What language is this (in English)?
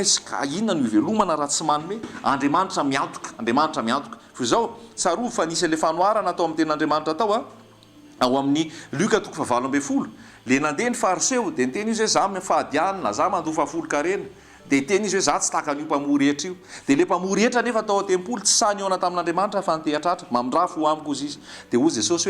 Malagasy